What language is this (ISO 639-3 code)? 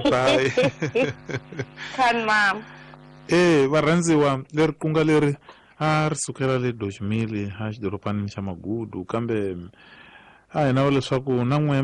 tso